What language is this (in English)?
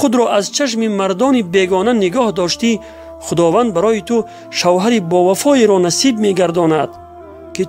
Tajik